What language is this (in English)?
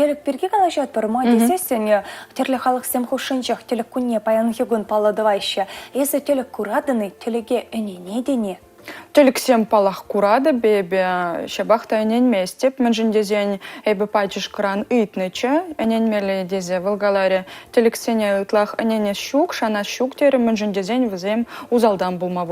Chuvash